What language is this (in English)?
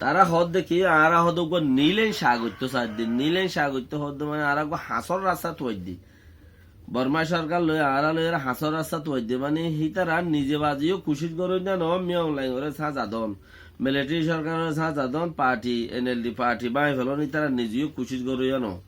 Rohingya